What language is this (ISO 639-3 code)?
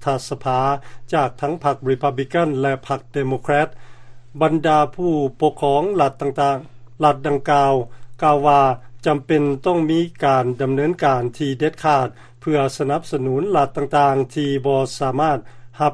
lao